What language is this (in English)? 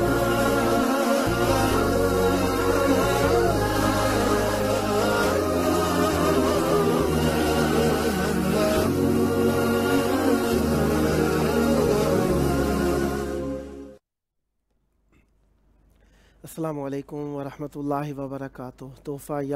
Urdu